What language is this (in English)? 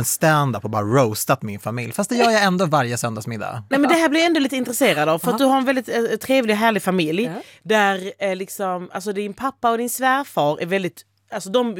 Swedish